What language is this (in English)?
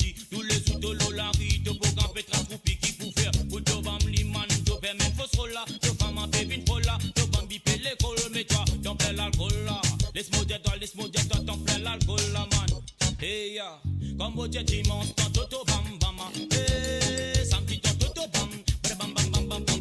Morisyen